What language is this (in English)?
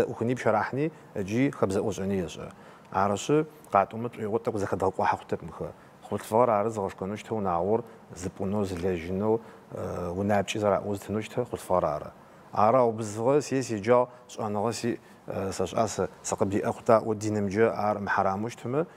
Adyghe